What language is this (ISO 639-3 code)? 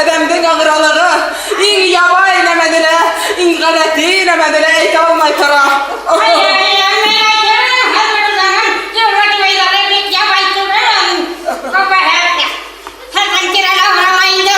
bak